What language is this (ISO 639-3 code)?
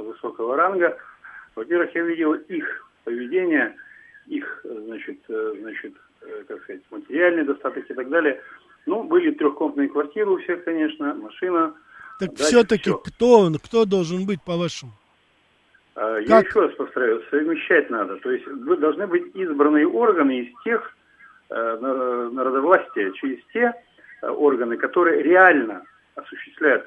rus